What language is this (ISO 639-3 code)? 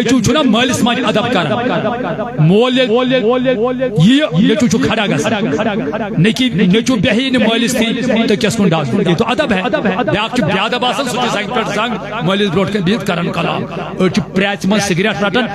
kas